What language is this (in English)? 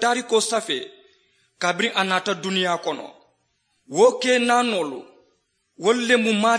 Mandingo